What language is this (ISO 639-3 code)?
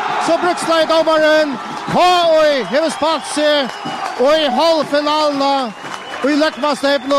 fao